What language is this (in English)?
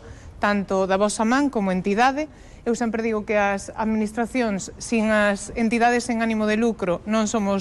Galician